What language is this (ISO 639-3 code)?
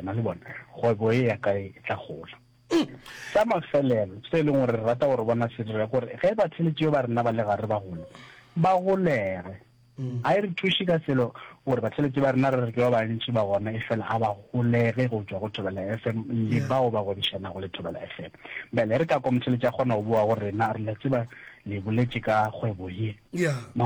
nso